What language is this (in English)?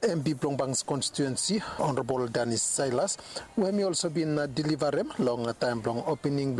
Bislama